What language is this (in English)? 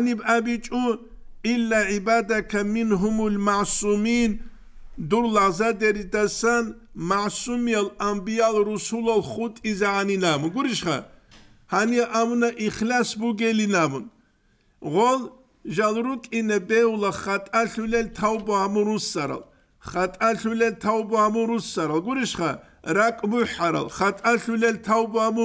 Avaric